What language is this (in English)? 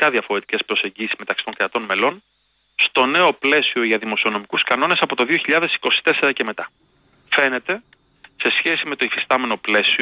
Greek